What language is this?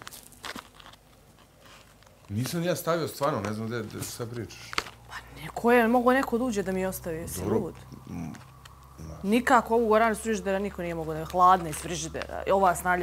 Bosnian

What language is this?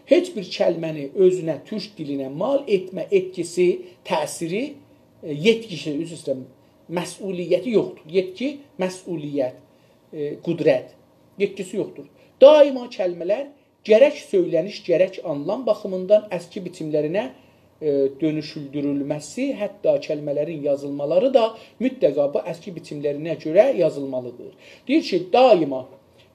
South Azerbaijani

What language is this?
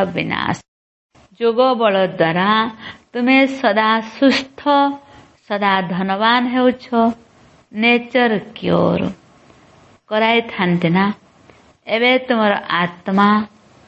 Odia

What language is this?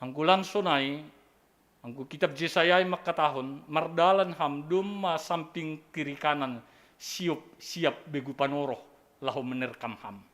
Batak Simalungun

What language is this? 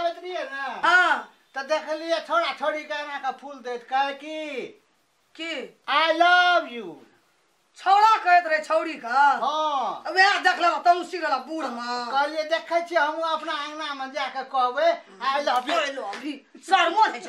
Maithili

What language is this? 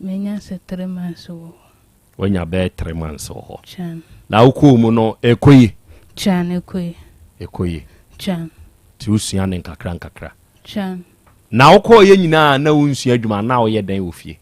Akan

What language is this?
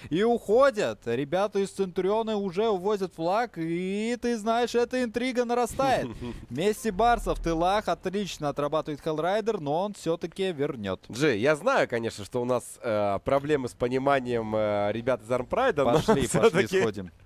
Russian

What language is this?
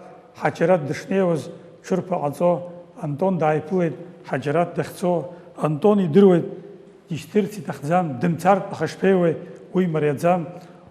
Abkhazian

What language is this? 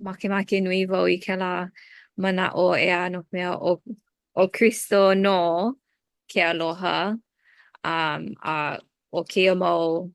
Hawaiian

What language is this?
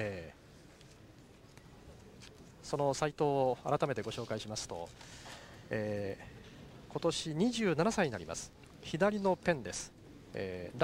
Japanese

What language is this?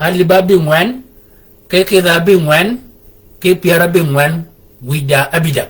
Shilluk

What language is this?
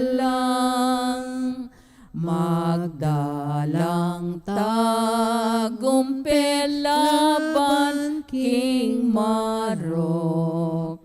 Pampanga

